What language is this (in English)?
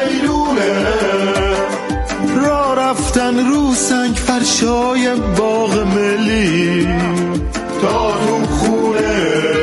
Persian